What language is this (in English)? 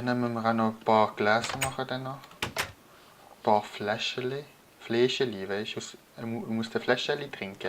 Swiss German